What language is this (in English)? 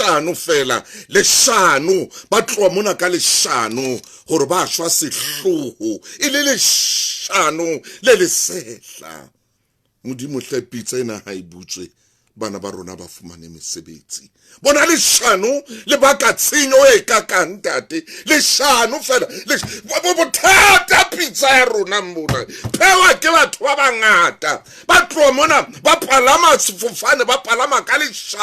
Southern Sotho